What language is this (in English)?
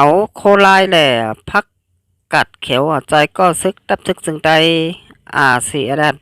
Shan